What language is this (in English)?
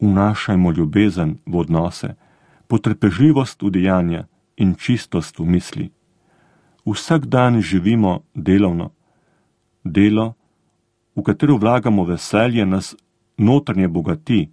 Slovenian